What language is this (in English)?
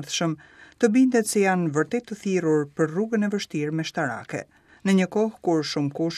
Albanian